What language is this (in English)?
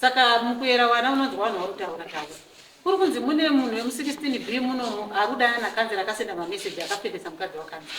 Shona